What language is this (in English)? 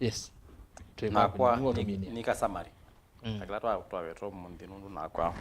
Kamba